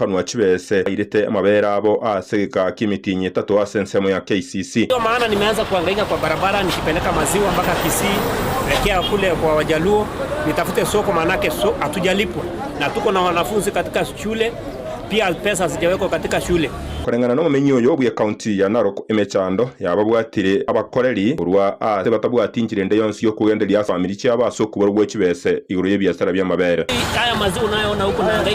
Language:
Gusii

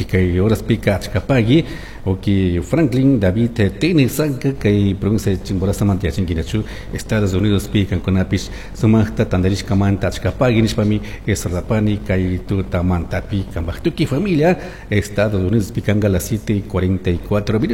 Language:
Chimborazo Highland Quichua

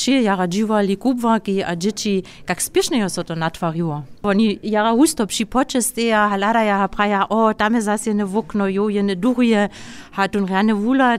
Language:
Upper Sorbian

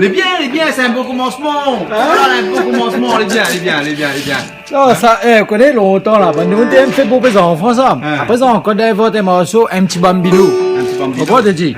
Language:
Réunion Creole French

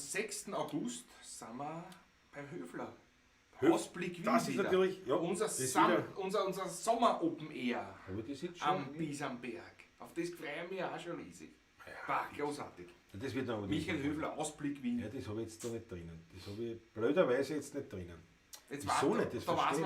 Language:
Bavarian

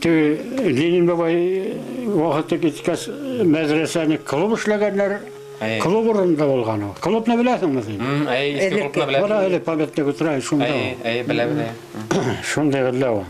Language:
Bashkir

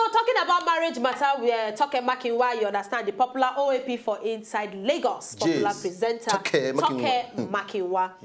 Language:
Nigerian Pidgin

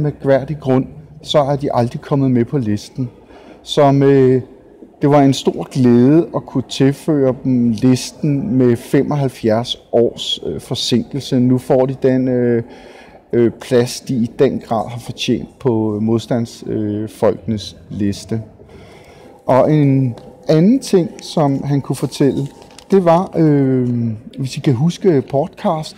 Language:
Danish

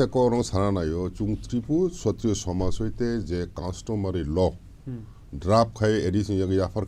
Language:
Kok Borok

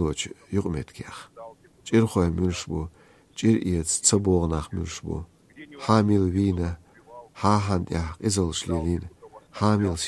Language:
Chechen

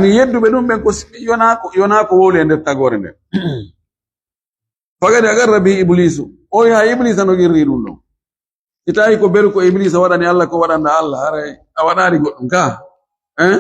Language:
Fula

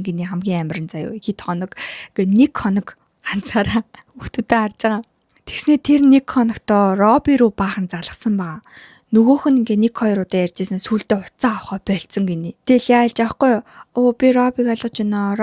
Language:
Mongolian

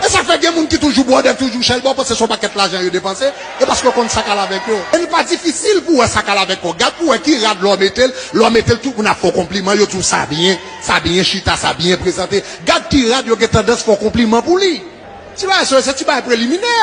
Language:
Haitian Creole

